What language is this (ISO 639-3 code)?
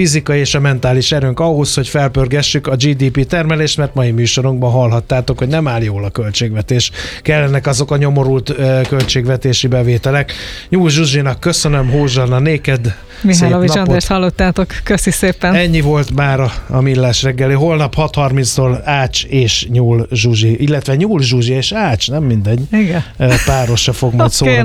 hun